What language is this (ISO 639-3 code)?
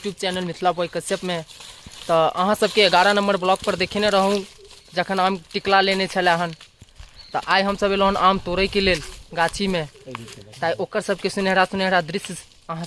mai